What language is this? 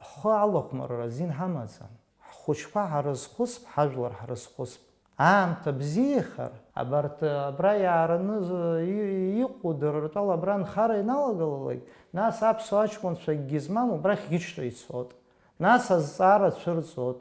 Abkhazian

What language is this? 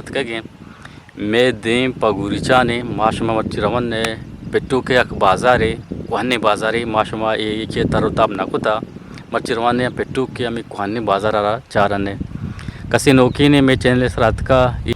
Eastern Balochi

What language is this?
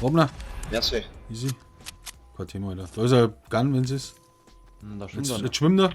Bavarian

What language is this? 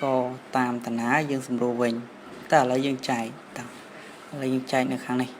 Khmer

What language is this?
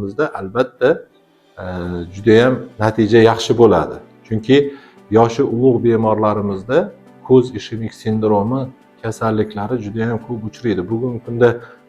Uzbek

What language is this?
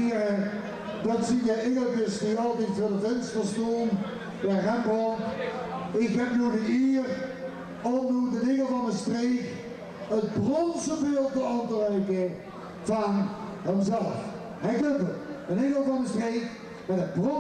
Limburgish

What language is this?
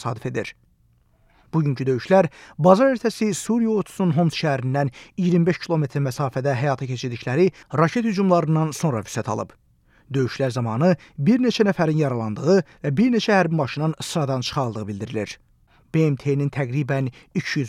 Azerbaijani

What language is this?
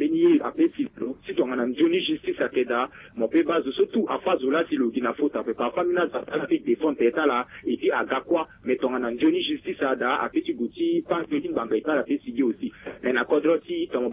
Sango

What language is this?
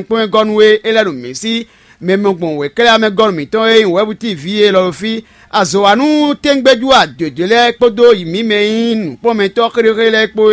Fon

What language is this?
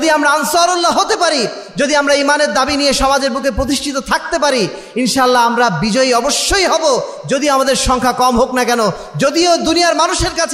Bangla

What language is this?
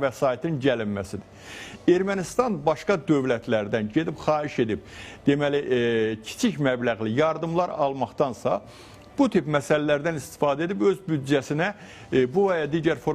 Azerbaijani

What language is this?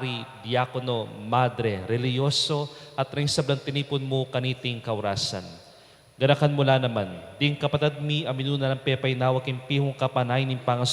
Pampanga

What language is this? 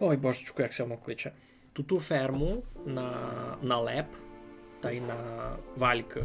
Rusyn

